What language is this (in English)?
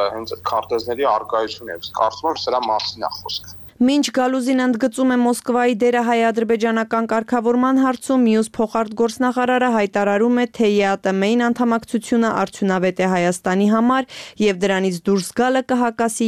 Armenian